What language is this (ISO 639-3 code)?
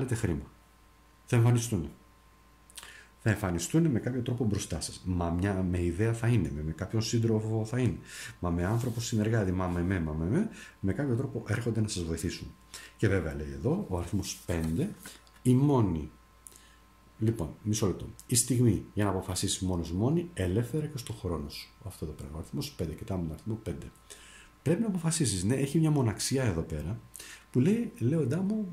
ell